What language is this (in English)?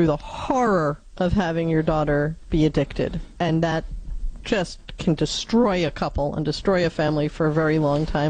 English